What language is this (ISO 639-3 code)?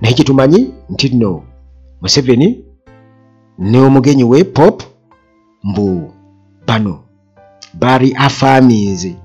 lug